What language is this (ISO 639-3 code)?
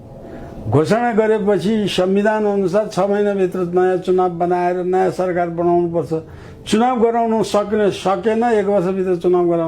nep